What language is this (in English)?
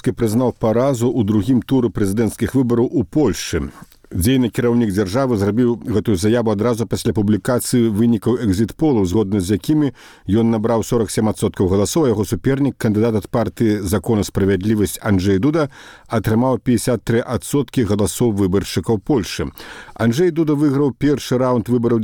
Belarusian